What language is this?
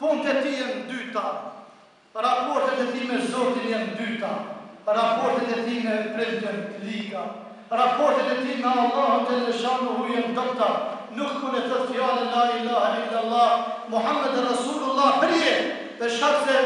Albanian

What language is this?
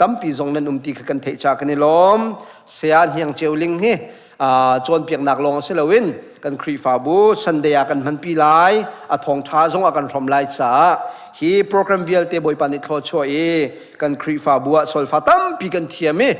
Hakha Chin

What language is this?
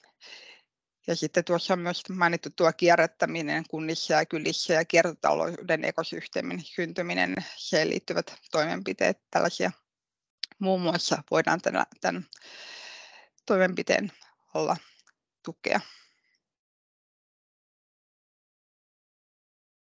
Finnish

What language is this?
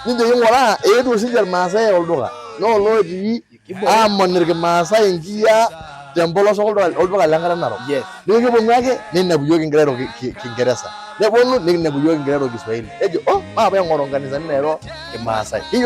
Masai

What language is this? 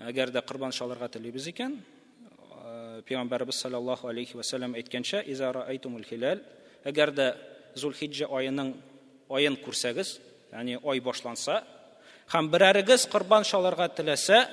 Tatar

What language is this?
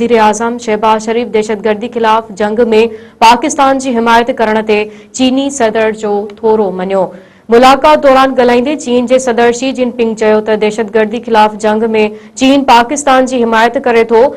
Sindhi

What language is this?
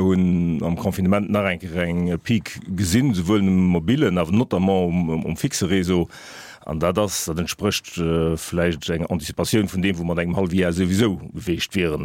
Luxembourgish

